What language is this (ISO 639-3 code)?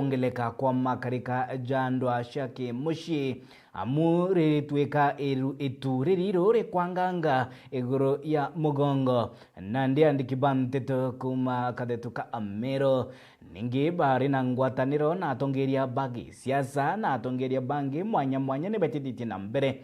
mer